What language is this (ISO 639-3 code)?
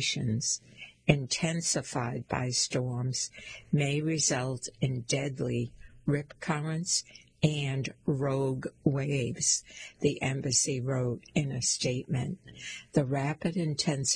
eng